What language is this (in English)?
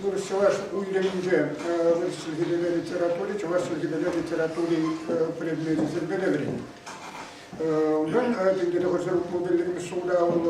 Chuvash